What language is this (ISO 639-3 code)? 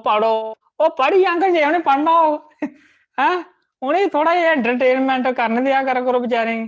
doi